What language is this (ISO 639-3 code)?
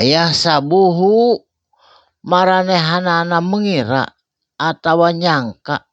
sun